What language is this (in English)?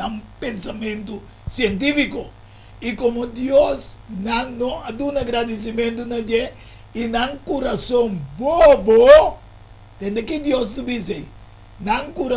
Papiamento